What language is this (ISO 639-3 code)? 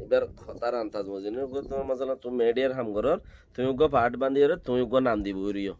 rhg